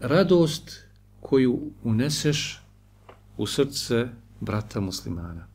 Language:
Bosnian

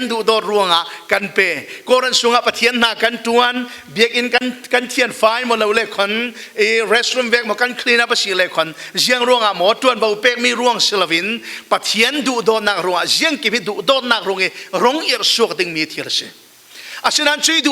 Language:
Falam Chin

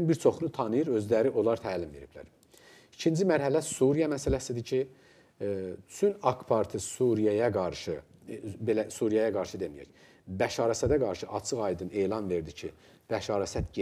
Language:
Azerbaijani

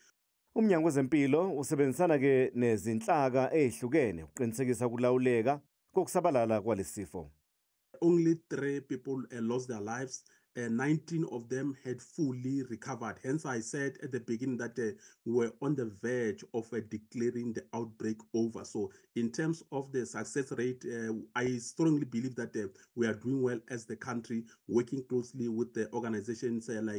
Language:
Zulu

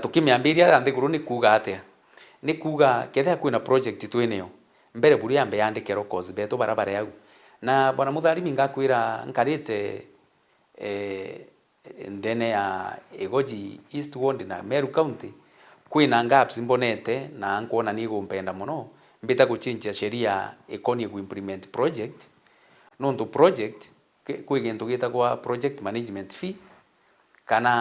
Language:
Meru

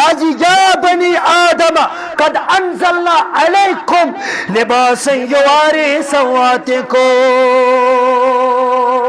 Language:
Kashmiri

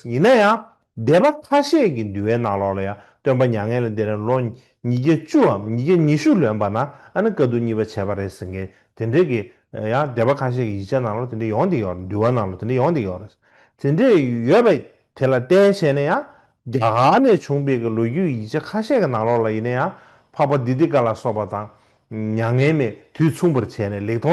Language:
Tibetan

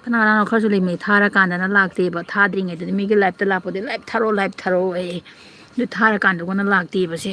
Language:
Manipuri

